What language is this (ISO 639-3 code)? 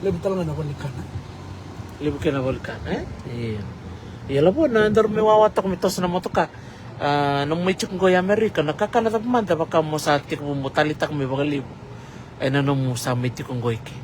fij